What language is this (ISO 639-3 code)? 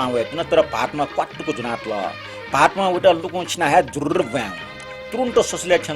new